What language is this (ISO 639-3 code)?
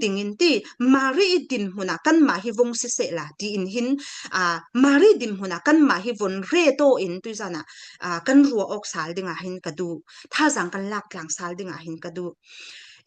cfm